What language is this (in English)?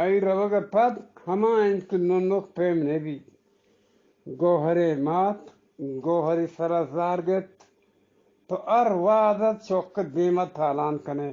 Eastern Balochi